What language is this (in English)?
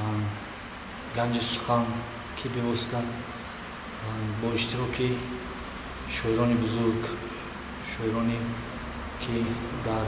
Tajik